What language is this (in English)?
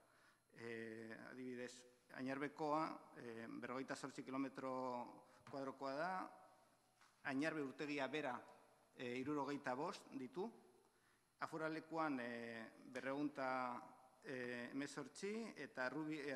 Basque